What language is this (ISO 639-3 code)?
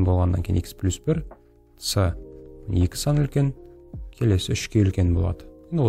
kaz